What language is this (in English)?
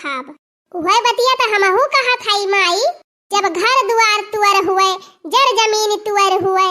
Awadhi